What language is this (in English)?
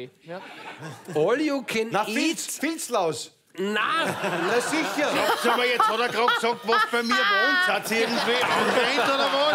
German